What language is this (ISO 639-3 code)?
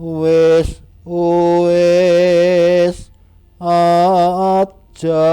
jav